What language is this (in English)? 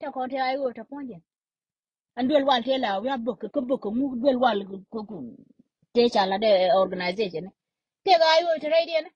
Nuer